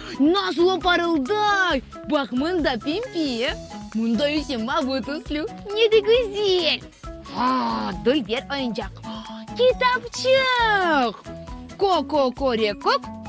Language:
Crimean Tatar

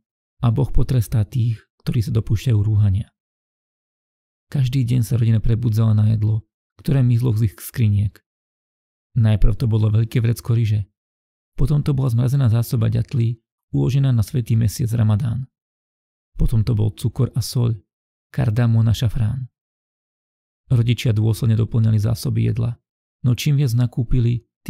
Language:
Slovak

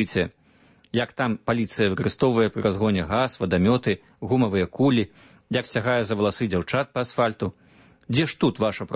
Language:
Belarusian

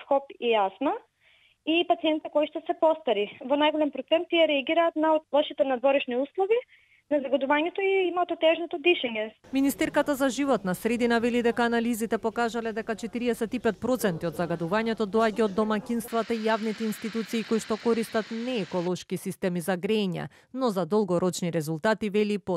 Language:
Macedonian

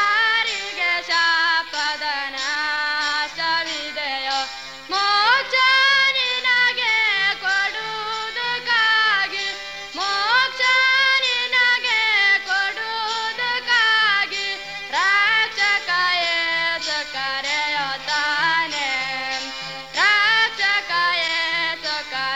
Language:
Kannada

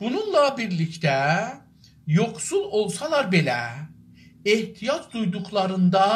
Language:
South Azerbaijani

